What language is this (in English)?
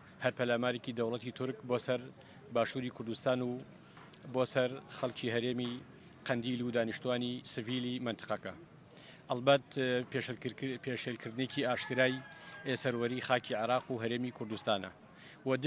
Central Kurdish